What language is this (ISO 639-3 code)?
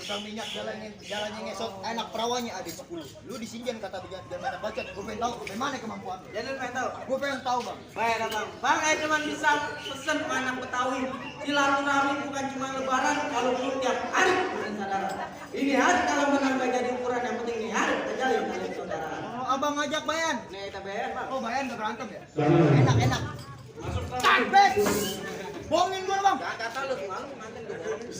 bew